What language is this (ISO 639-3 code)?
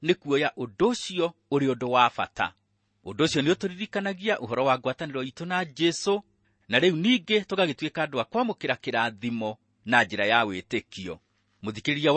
kik